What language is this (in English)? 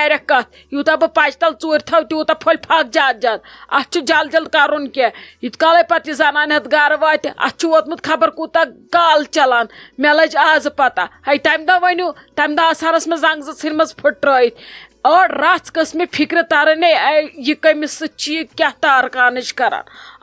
Kashmiri